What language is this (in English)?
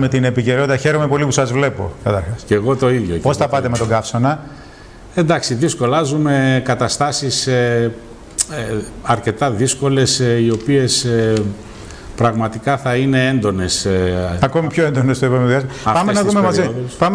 Greek